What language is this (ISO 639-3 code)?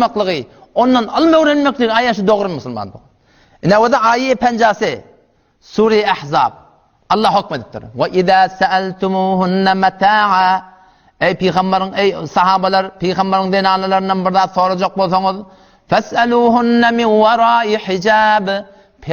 tuk